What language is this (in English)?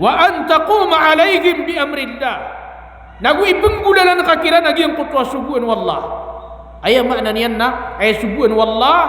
Maranao